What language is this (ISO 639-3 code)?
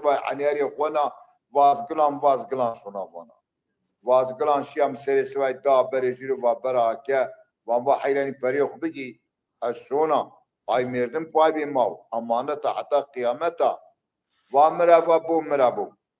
zza